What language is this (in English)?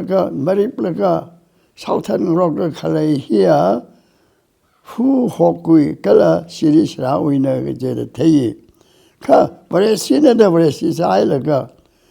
Tangkhul Naga (India)